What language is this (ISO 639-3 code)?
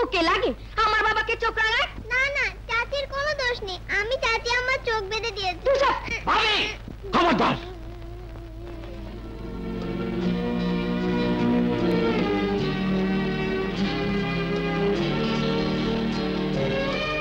ben